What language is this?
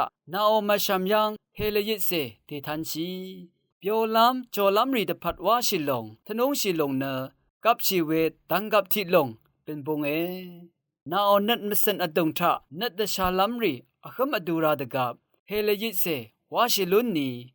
Rawang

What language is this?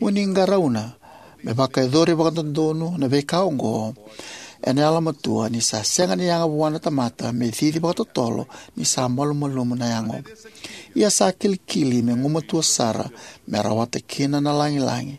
Fijian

